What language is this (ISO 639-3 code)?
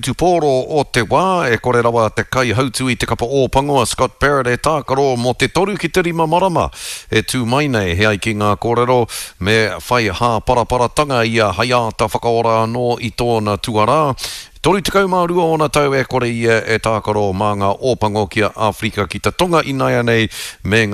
mri